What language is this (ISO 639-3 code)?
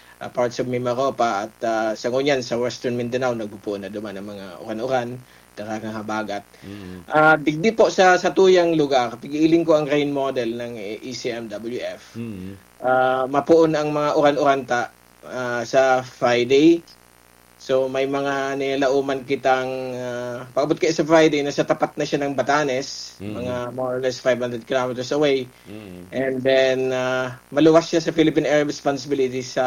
bik